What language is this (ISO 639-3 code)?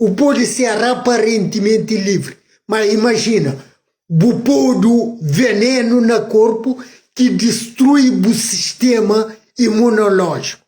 kea